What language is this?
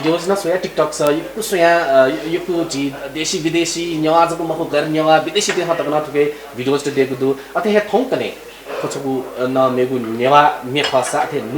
Newari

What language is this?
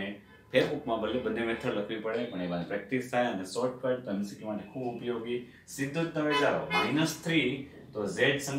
Gujarati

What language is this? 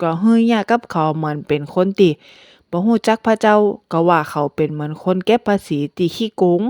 Northern Thai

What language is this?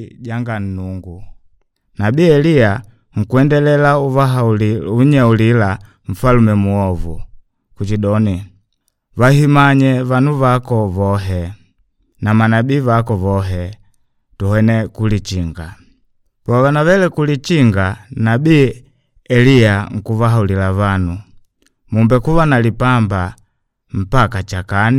Makonde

